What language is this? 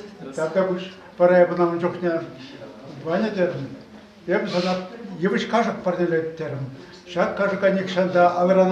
Chuvash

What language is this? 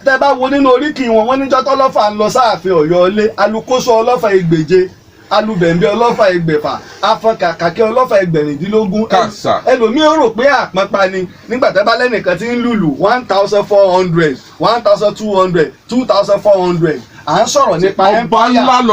Yoruba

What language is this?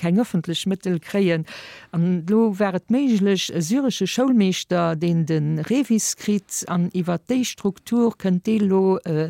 Luxembourgish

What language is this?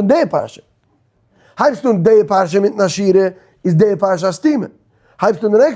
Yiddish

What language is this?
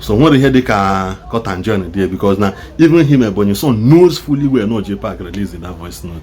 Igbo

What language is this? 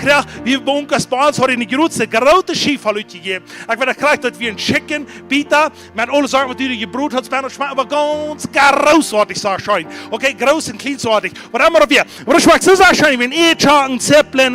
Plautdietsch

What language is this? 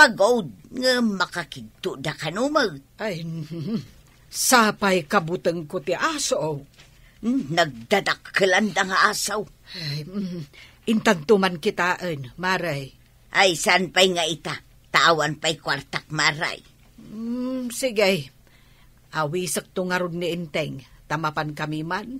Iloko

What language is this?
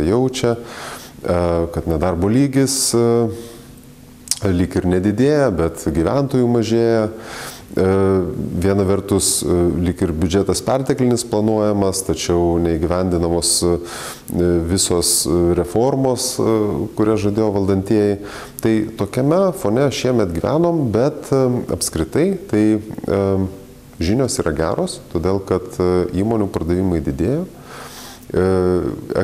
Lithuanian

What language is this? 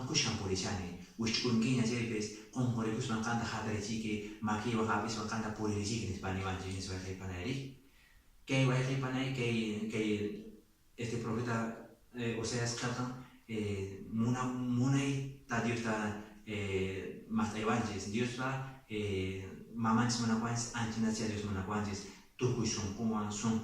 Quechua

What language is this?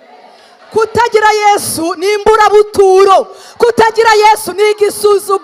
Kinyarwanda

